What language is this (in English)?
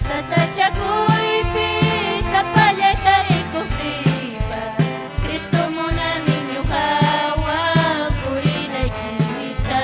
Ayacucho Quechua